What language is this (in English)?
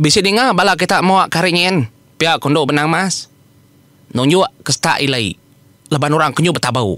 Iban